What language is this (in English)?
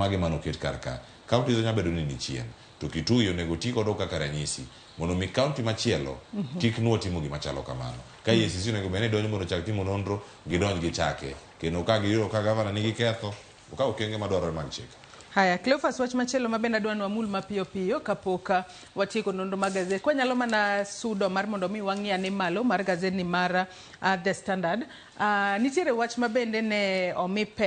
Luo (Kenya and Tanzania)